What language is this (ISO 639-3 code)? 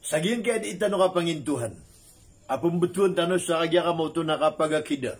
mrw